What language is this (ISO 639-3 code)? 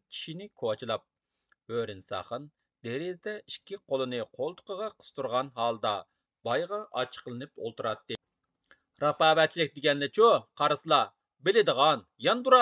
uig